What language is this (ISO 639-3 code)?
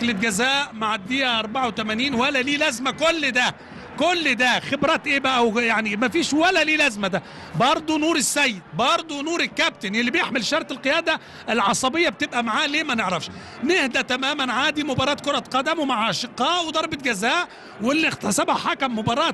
arz